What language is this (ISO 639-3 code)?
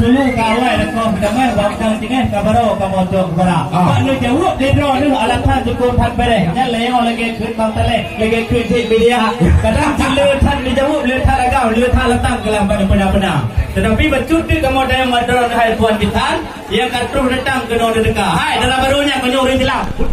ace